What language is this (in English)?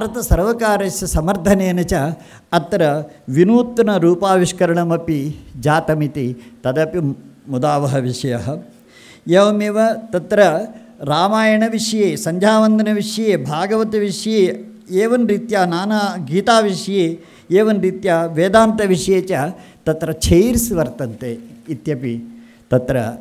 Sanskrit